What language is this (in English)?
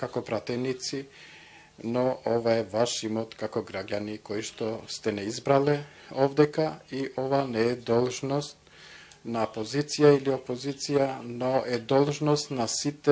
Macedonian